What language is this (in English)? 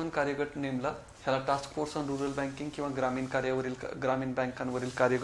Marathi